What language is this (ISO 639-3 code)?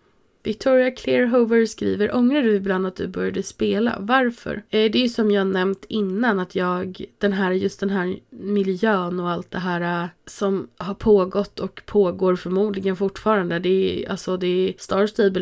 swe